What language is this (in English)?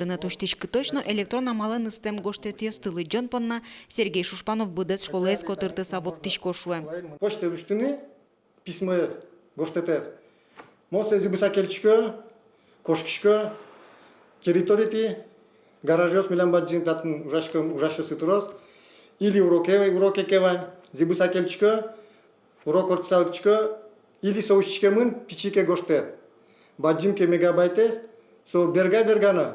Udmurt